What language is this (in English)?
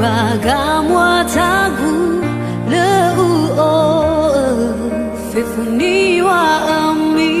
Nias